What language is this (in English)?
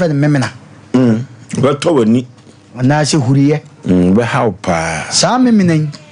Akan